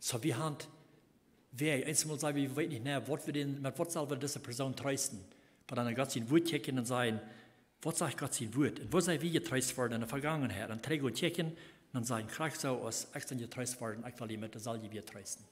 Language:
Plautdietsch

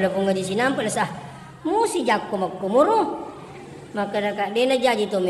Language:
Buginese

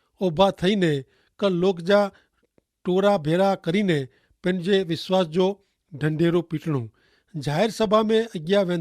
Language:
Kachhi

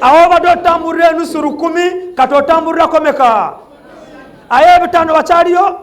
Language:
Ganda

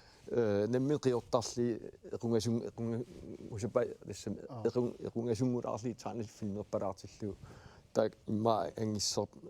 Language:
Kalaallisut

